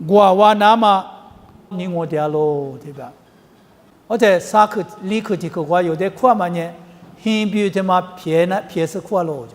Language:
Lisu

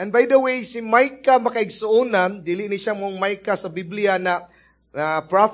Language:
Cebuano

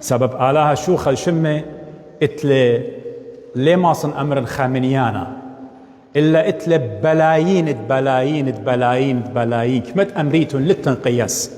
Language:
Assyrian Neo-Aramaic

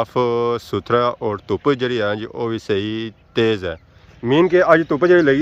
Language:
Pahari-Potwari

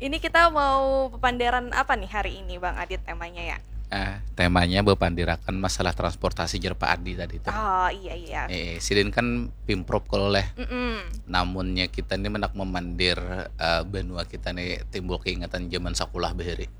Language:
Banjar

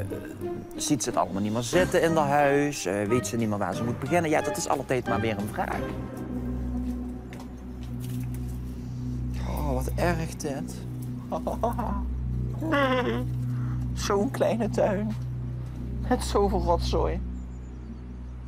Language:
Dutch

